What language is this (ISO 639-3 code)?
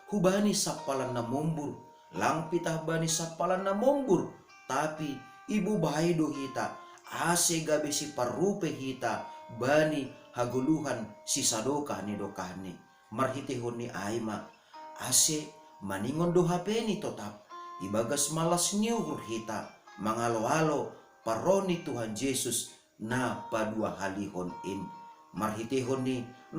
bts